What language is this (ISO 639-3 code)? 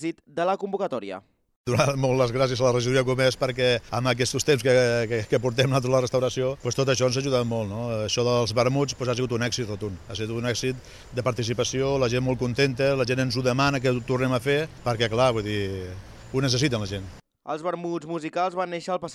cat